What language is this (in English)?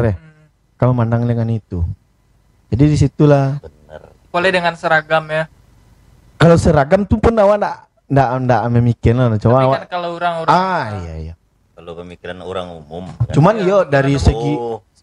Minangkabau